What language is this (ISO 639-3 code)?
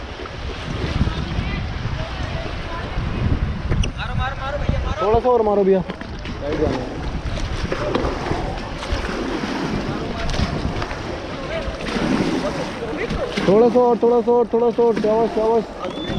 hin